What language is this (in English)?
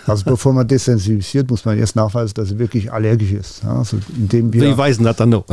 Luxembourgish